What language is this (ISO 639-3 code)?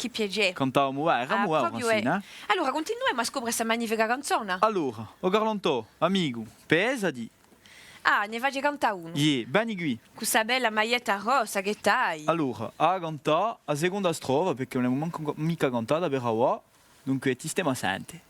cos